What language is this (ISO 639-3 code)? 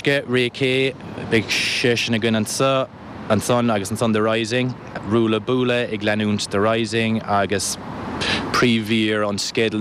gle